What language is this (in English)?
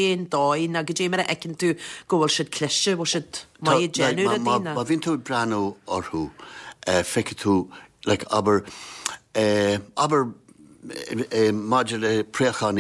Irish